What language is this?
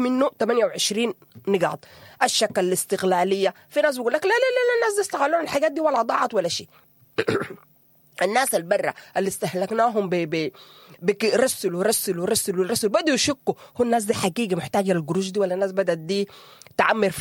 Sudanese Arabic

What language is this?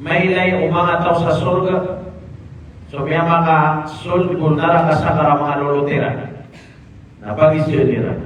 Maranao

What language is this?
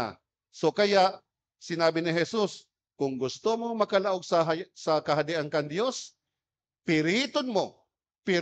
Bikol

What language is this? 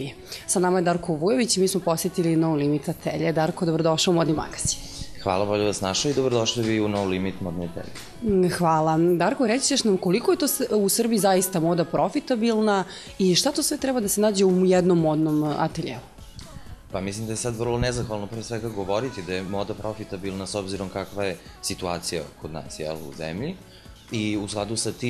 Serbian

